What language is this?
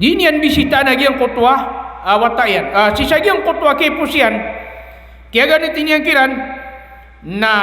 Maranao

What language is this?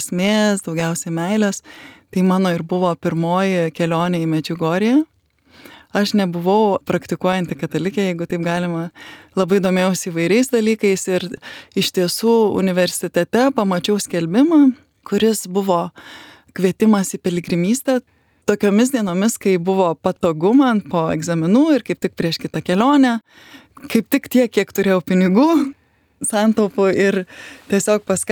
Lithuanian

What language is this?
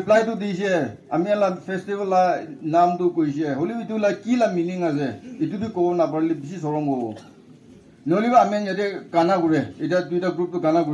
Naga Pidgin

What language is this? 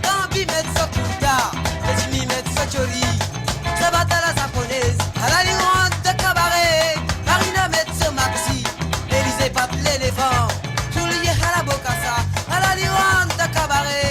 Morisyen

